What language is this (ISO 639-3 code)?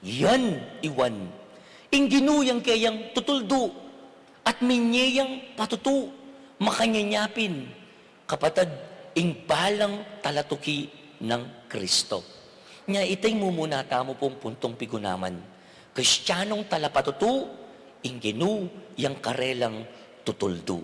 pam